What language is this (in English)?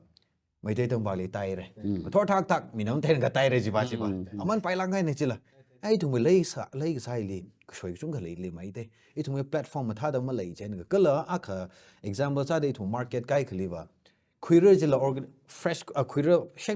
Tangkhul Naga (India)